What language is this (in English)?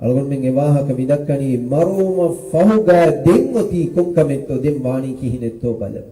Divehi